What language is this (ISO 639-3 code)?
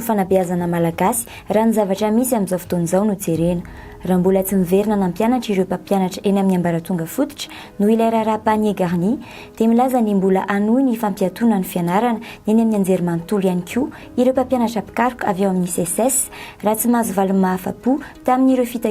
mlg